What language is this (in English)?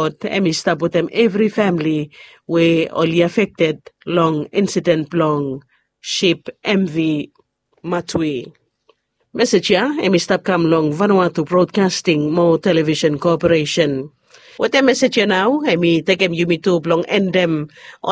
Bislama